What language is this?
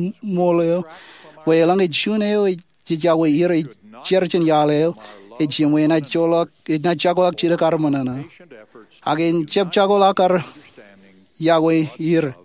Marshallese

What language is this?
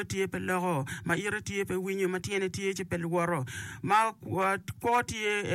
Acoli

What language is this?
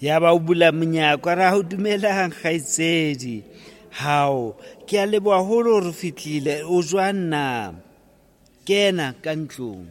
Southern Sotho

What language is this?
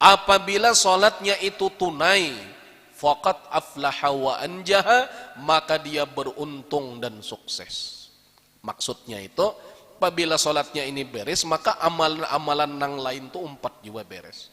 Banjar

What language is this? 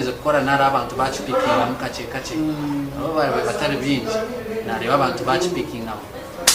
Nyankole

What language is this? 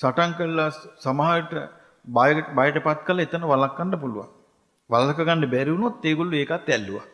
Sinhala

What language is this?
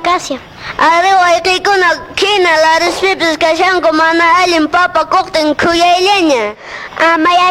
Quechua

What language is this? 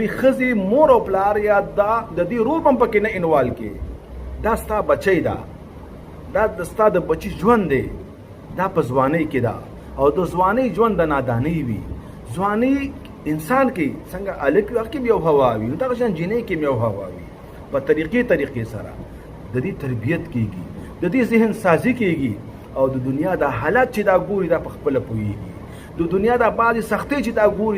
Pashto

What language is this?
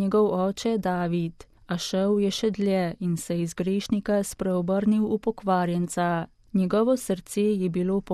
Slovenian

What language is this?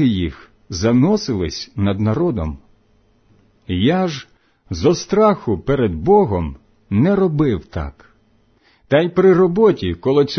Ukrainian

